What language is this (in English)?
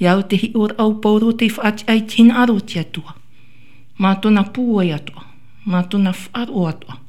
Tahitian